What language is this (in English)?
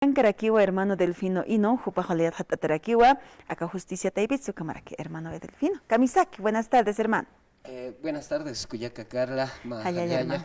Aymara